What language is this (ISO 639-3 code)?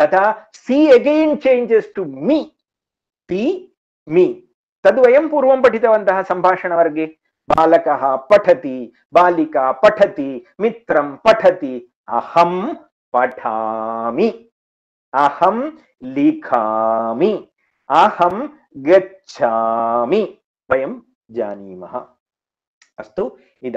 san